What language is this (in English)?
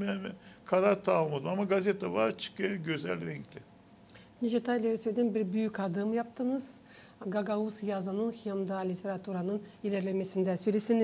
Gagauz